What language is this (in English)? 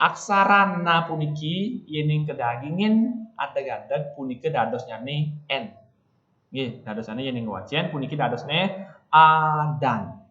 Balinese